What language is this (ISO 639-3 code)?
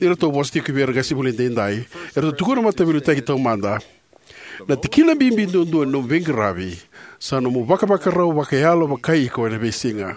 fij